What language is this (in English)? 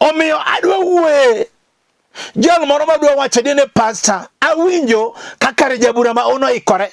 Luo (Kenya and Tanzania)